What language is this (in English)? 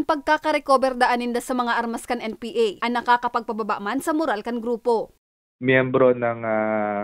Bikol